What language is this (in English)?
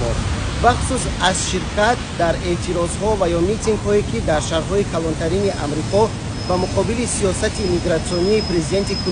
Tajik